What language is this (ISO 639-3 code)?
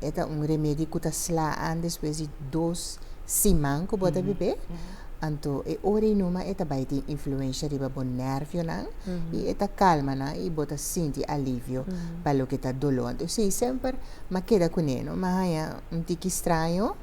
pap